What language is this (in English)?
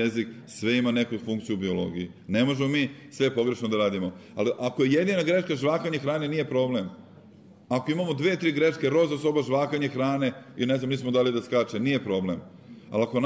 Serbian